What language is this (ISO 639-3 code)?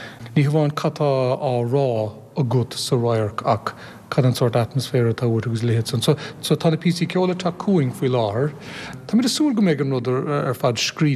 gle